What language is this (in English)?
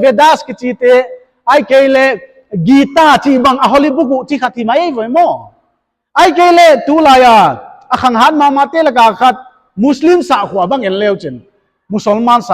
Paite Chin